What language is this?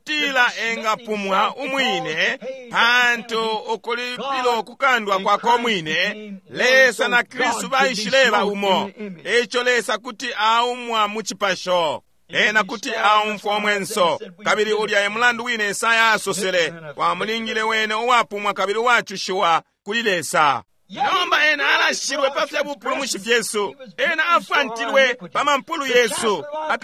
Bemba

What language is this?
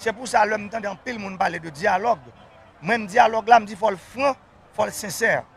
Haitian Creole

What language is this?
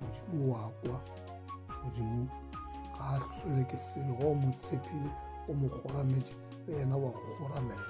Northern Sotho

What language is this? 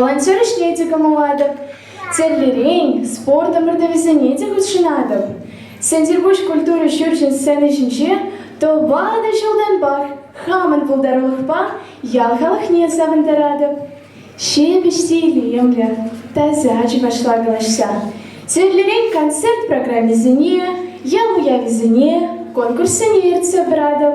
Chuvash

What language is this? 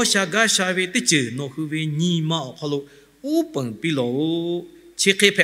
Lahu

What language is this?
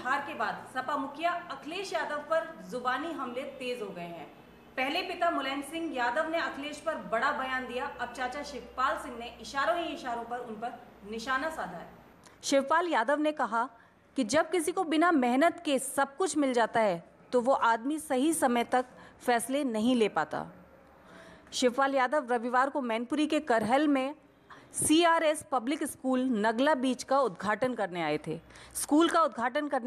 Hindi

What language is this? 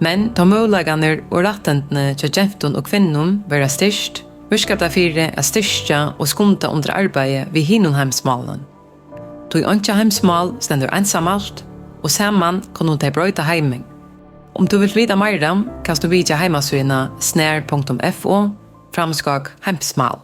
Faroese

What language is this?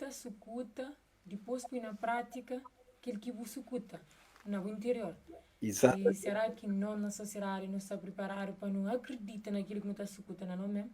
Kabuverdianu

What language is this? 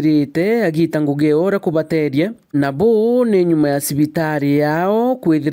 Meru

